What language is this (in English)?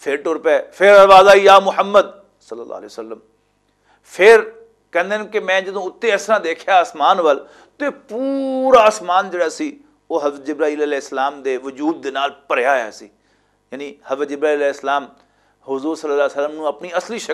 Western Panjabi